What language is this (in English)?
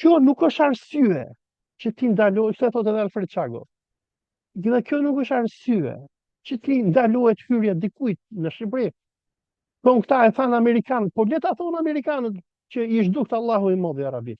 Albanian